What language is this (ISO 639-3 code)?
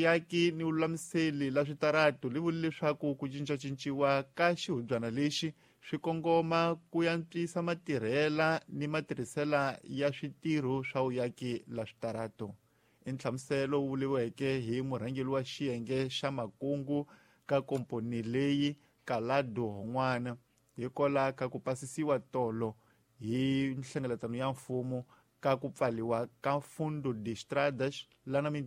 tso